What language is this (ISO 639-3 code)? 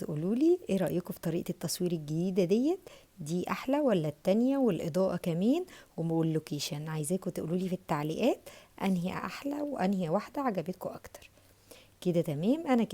arz